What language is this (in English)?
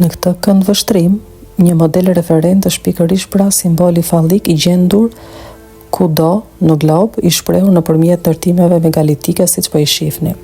Albanian